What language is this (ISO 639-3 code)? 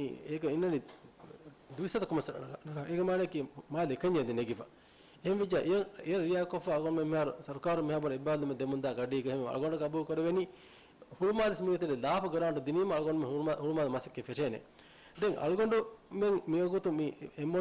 div